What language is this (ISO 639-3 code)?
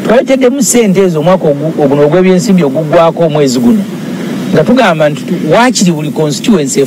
lug